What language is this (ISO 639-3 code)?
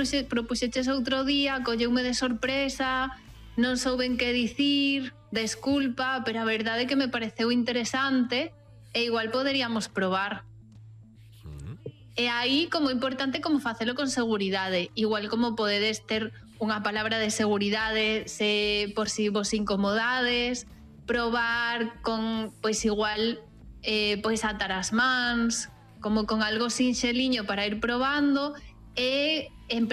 glg